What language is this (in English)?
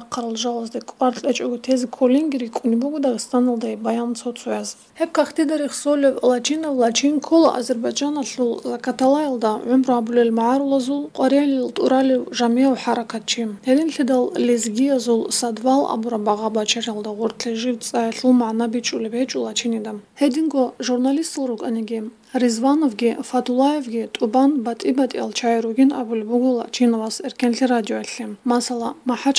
Avaric